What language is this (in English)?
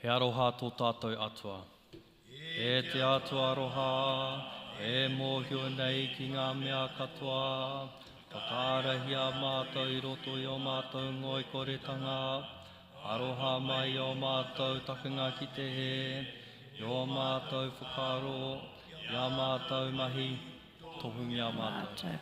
Māori